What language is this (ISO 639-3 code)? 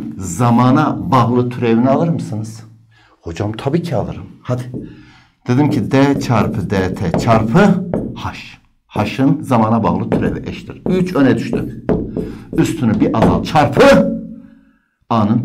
tur